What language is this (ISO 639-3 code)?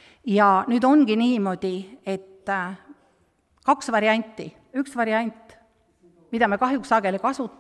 est